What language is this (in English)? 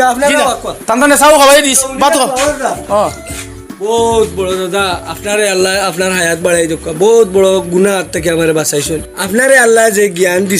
Sylheti